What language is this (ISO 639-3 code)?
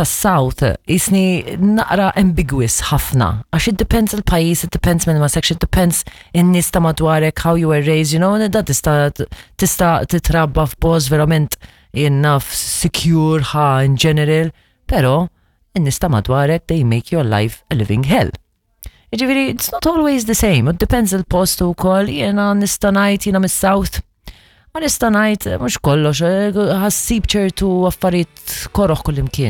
mlt